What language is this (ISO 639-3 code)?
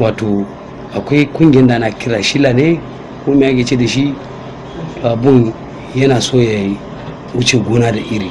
hau